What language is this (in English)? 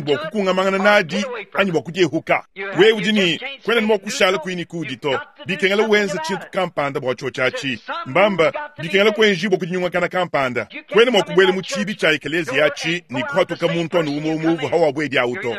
Luba-Lulua